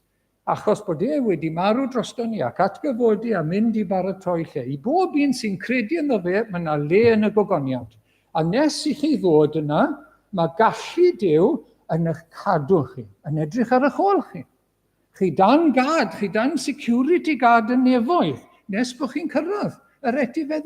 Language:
Welsh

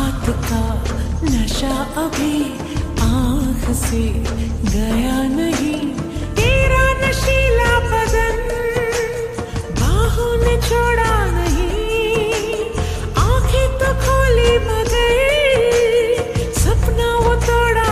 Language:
Hindi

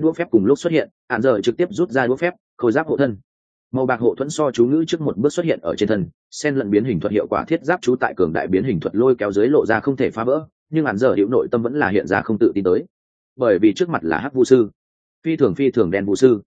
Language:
Vietnamese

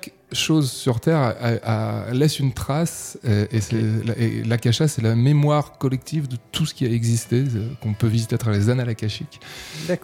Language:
French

